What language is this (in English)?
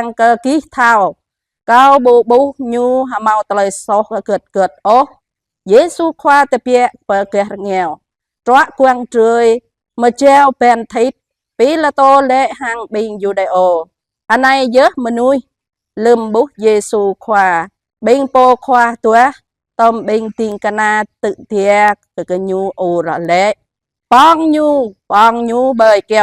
Jarai